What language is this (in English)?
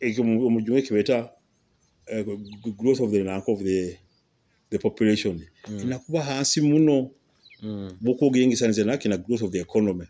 Nyoro